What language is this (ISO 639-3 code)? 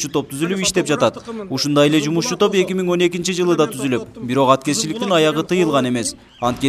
kir